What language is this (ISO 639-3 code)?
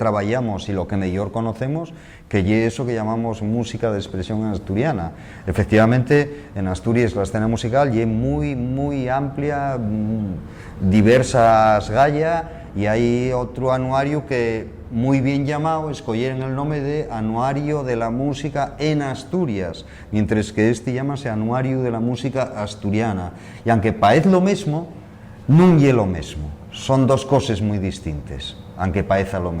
ast